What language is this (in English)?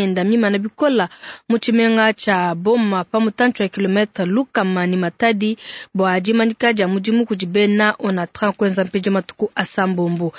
Luba-Lulua